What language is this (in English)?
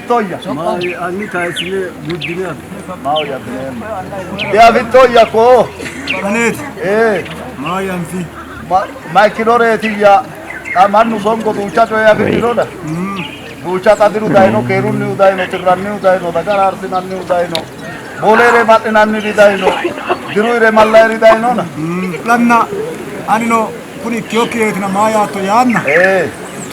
Sidamo